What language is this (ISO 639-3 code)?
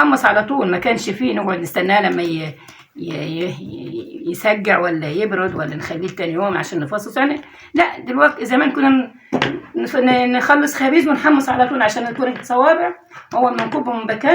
arz